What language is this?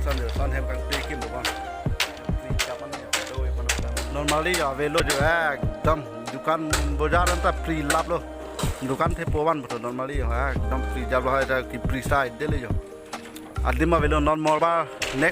Karbi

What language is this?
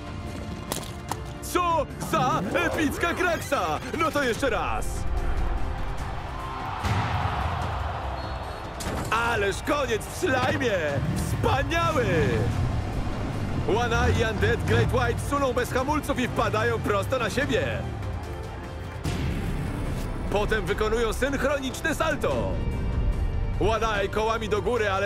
Polish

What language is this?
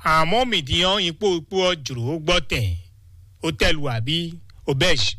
Fon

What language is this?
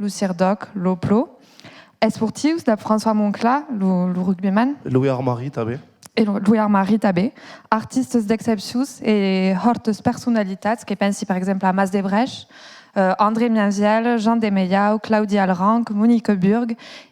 Occitan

